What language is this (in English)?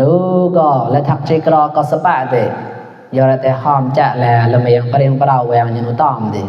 Mon